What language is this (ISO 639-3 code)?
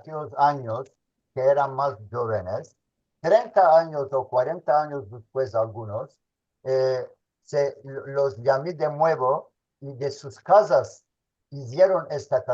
lad